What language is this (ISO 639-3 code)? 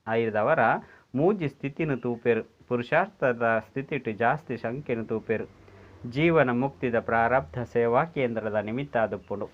tcy